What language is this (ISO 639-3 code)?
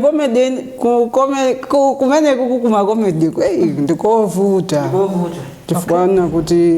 nya